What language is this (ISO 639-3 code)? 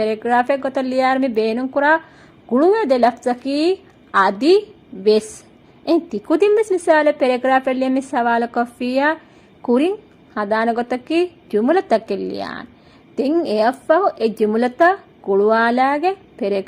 div